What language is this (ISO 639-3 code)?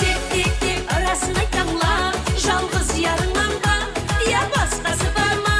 kaa